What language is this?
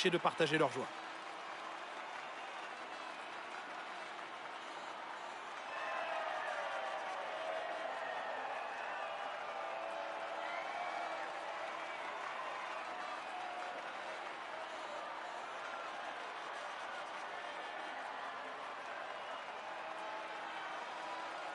French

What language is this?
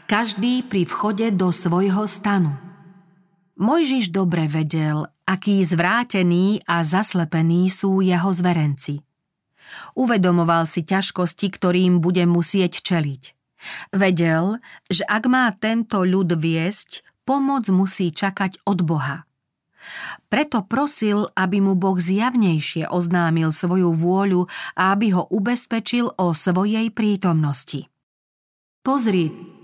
Slovak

